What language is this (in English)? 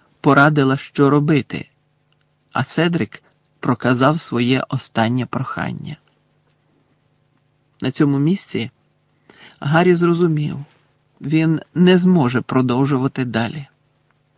Ukrainian